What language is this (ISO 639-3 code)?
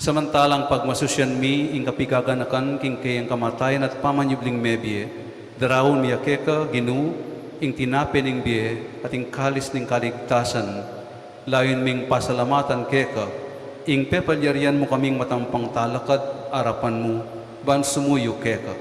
pam